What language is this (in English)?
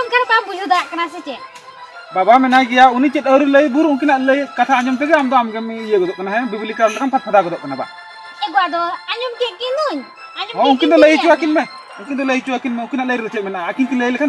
Santali